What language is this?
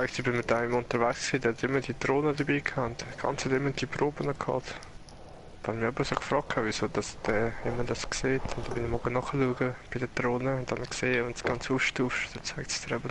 Swiss German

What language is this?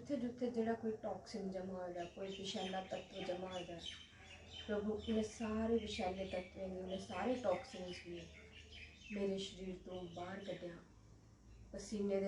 Dogri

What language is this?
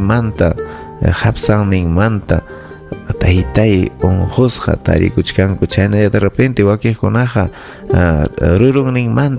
Ayacucho Quechua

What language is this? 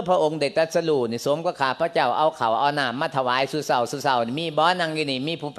Lao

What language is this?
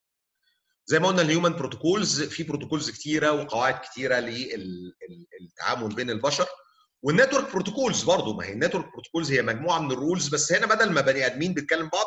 Egyptian Arabic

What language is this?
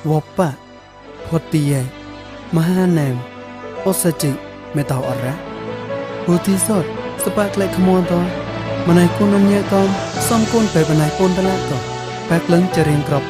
Mon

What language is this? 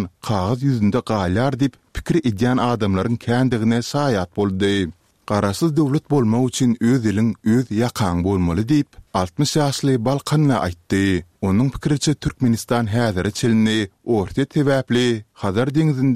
Turkmen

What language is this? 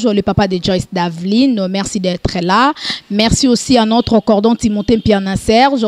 Lingala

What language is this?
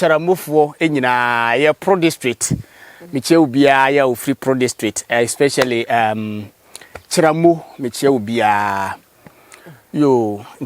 Akan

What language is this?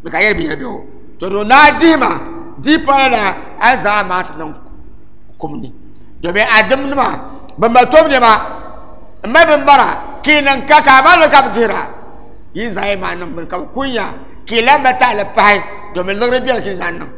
Dagbani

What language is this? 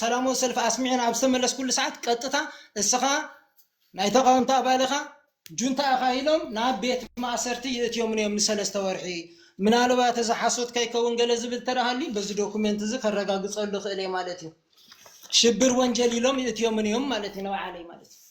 Tigrinya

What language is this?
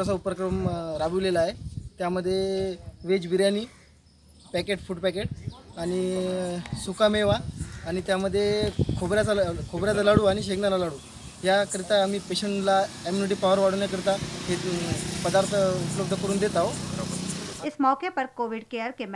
Marathi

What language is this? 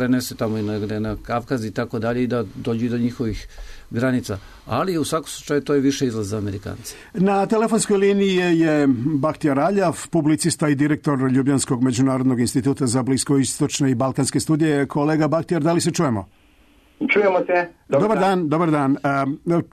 Serbian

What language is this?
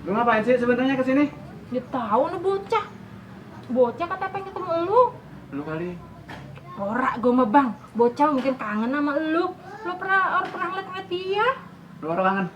Betawi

